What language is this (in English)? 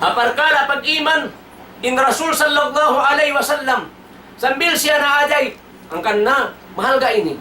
Tausug